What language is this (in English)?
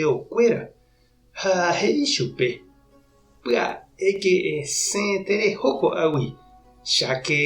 Guarani